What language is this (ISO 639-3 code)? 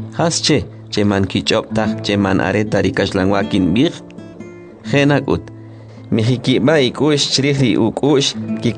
quc